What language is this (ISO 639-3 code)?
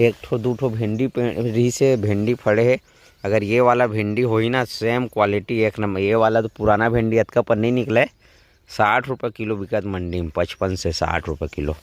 hne